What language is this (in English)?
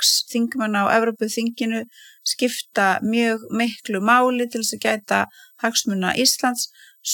Icelandic